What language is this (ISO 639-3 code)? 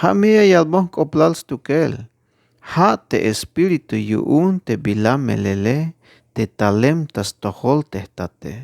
tzh